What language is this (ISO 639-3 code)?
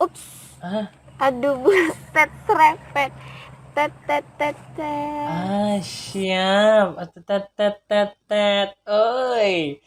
bjn